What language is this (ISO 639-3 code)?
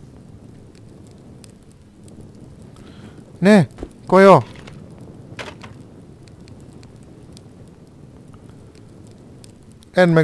hun